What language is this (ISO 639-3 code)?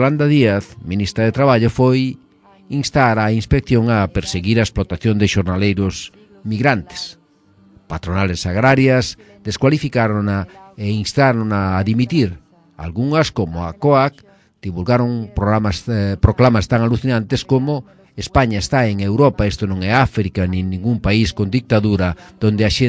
glg